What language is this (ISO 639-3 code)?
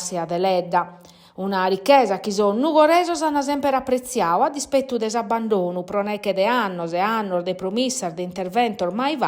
srd